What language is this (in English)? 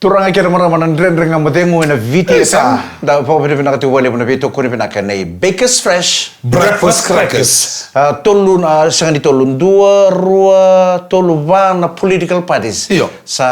Fijian